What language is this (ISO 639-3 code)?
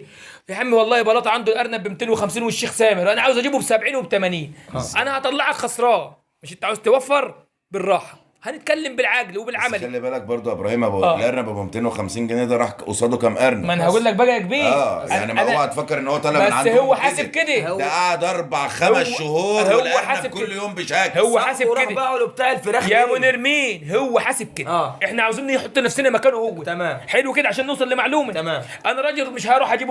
arz